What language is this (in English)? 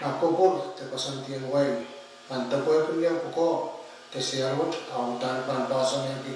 Pohnpeian